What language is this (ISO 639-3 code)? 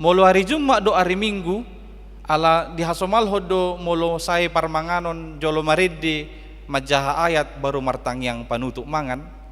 bbc